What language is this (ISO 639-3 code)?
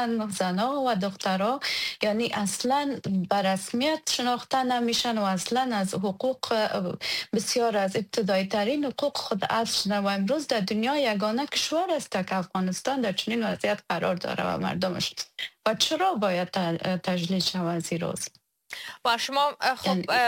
fas